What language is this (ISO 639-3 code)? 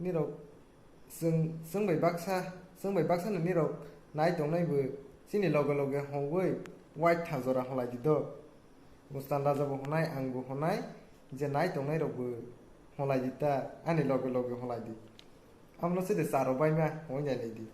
trp